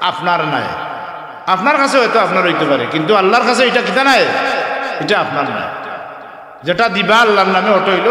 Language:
Sylheti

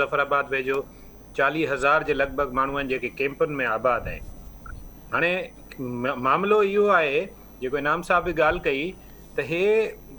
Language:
Sindhi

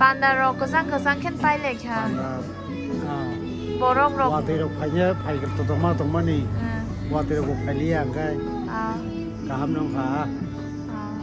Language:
Kok Borok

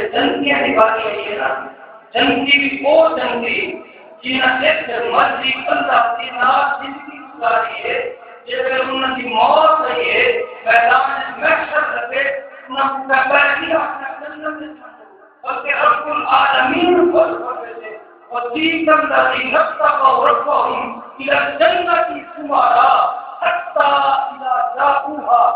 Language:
Saraiki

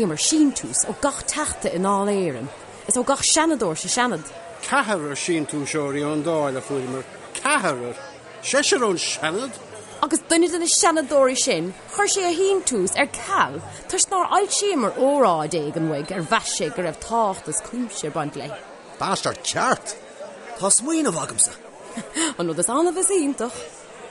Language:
Irish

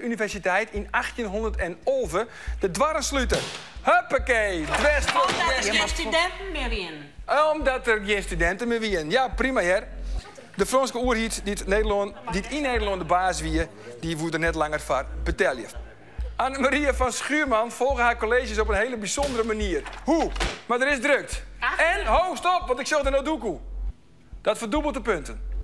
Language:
Western Frisian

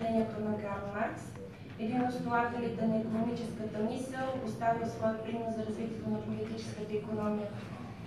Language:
Bulgarian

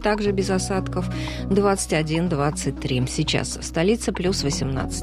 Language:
Russian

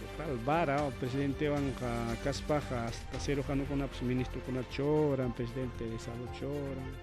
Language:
Ayacucho Quechua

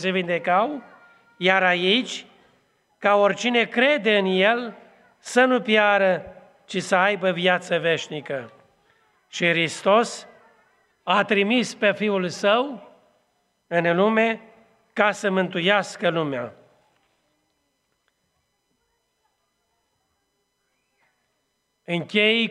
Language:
Romanian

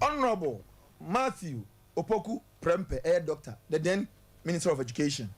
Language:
Akan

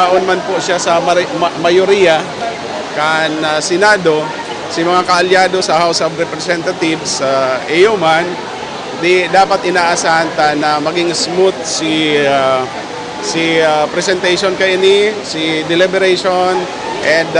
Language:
Bikol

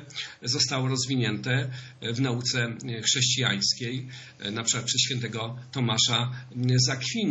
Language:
Polish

